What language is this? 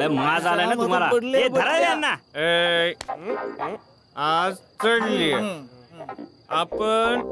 Marathi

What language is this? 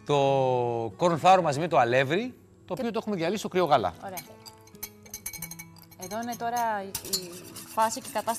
Greek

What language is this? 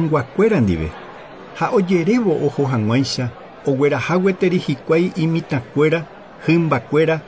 Guarani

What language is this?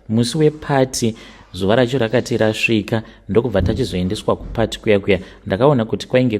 Shona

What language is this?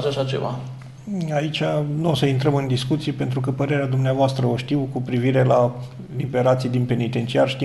Romanian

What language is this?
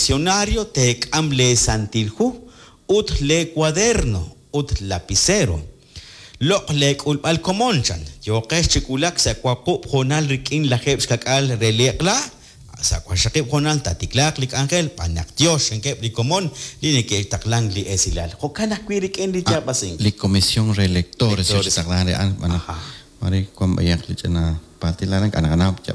Kekchí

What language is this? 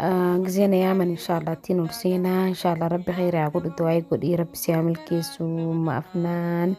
Oromo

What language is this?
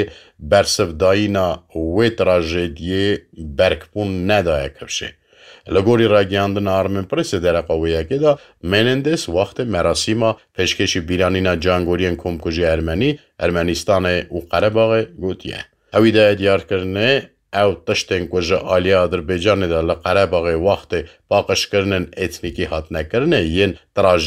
Kurdish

